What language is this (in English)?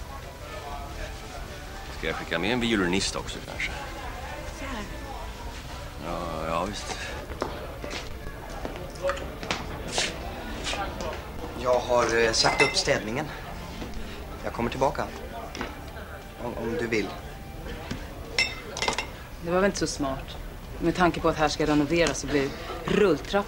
Swedish